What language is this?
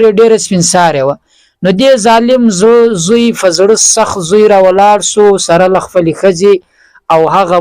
Pashto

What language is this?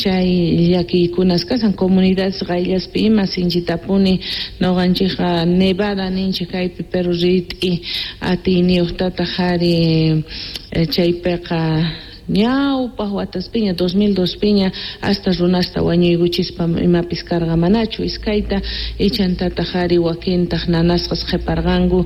Quechua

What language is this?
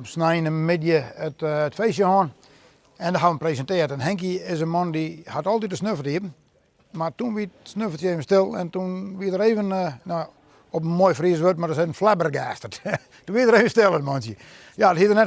Western Frisian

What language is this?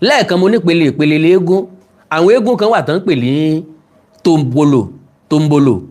Yoruba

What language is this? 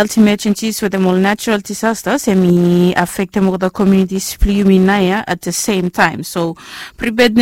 Bislama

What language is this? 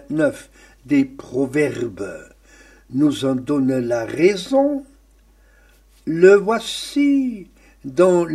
French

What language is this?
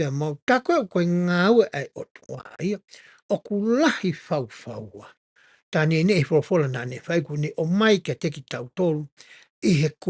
Tongan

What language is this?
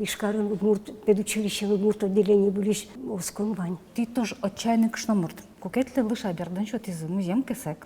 Udmurt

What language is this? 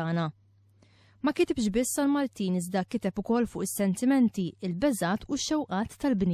Maltese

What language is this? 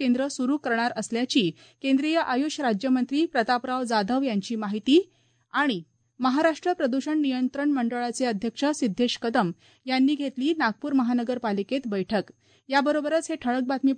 Marathi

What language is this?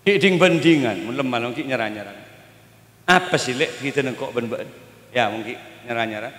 Madurese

